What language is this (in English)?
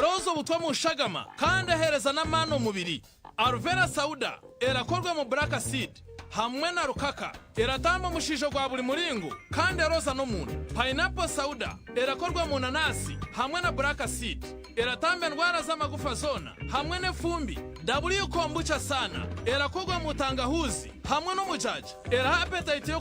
Nyankole